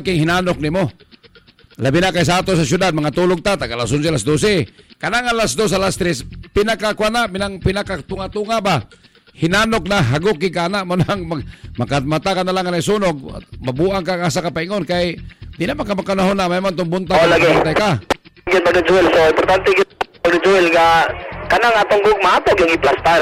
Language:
Cebuano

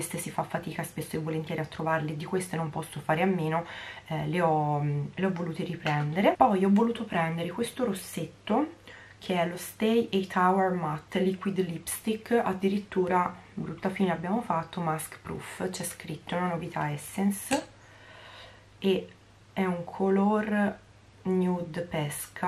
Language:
Italian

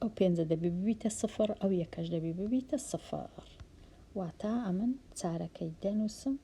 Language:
Central Kurdish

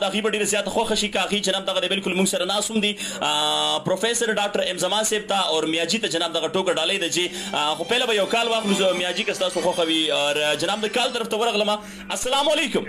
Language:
Pashto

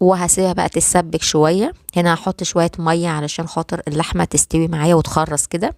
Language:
Egyptian Arabic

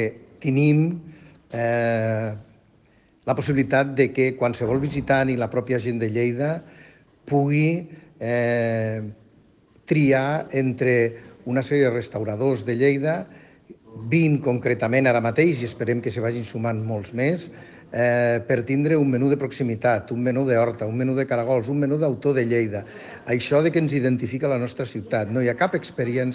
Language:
Catalan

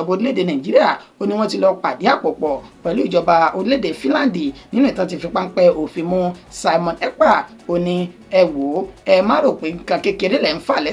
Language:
Yoruba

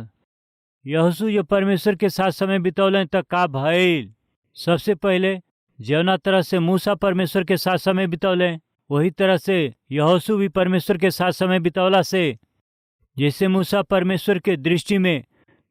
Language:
Bhojpuri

